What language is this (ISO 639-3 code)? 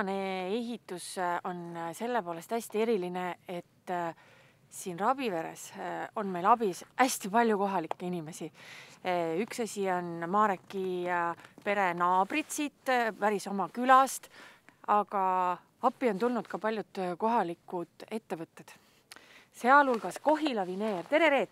est